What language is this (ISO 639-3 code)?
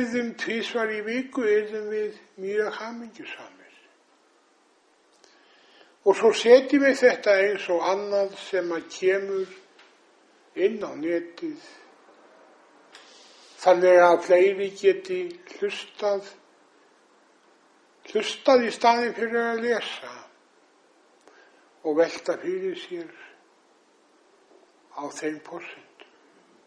isl